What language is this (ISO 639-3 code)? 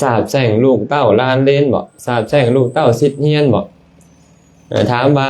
lao